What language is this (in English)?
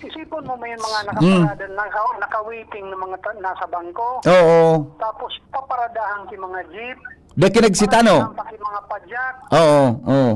Bikol